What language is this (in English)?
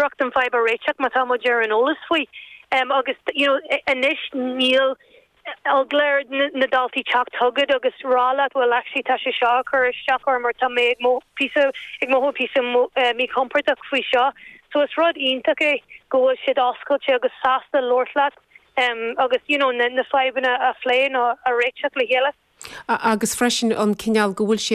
Irish